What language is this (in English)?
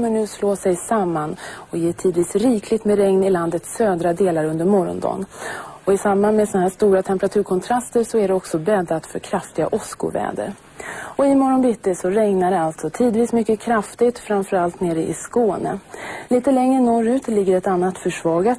Swedish